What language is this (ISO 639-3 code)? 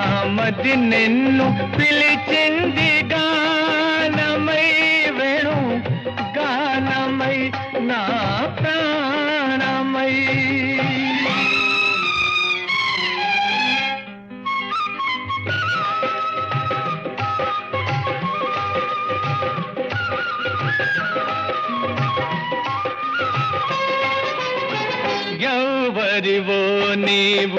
tel